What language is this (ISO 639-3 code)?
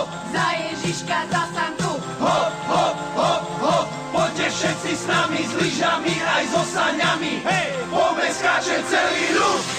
slk